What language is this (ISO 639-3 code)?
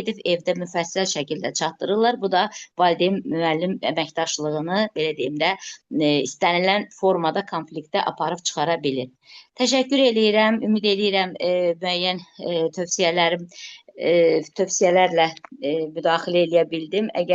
aze